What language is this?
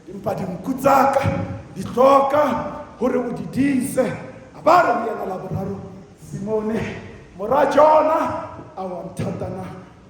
Southern Sotho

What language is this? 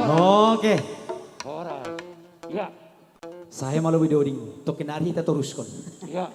Batak Simalungun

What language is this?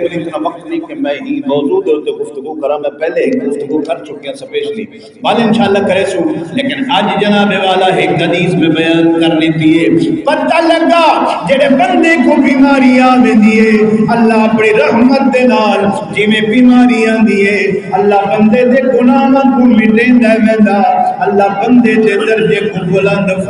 Saraiki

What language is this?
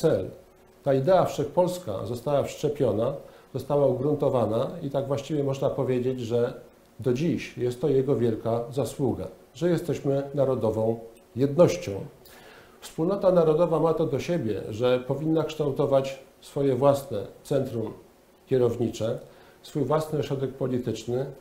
Polish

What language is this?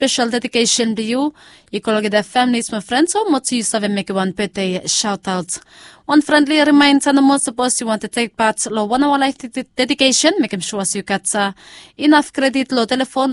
Bislama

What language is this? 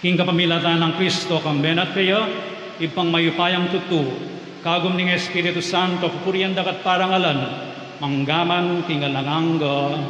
Pampanga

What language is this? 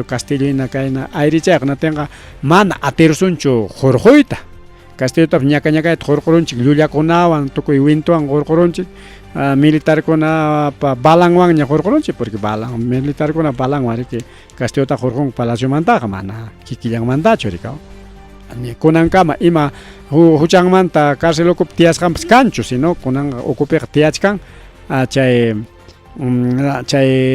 Ayacucho Quechua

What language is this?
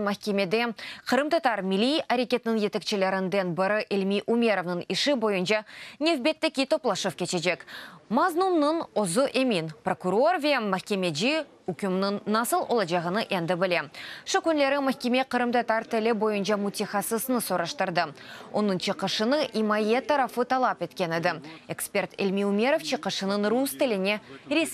Crimean Tatar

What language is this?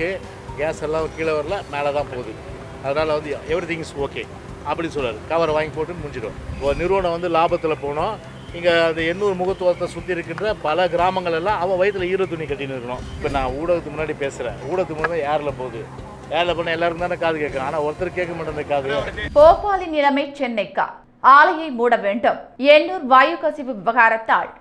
Tamil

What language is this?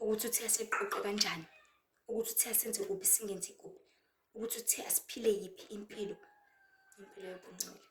Zulu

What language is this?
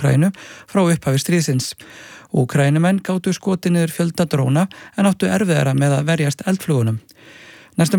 Icelandic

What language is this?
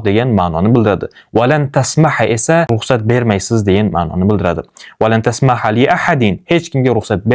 Uzbek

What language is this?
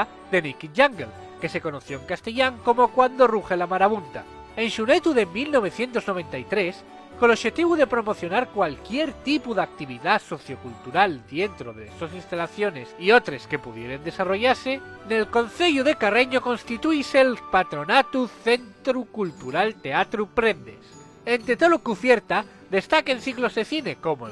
Asturian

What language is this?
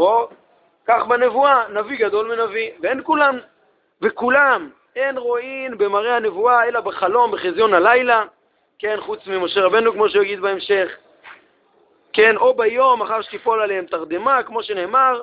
Hebrew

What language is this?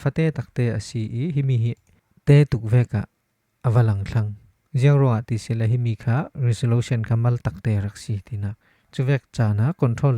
Falam Chin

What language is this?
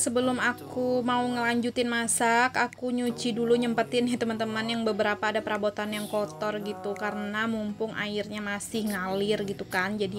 Indonesian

